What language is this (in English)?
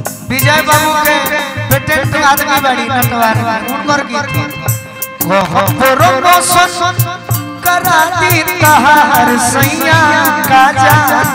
Bhojpuri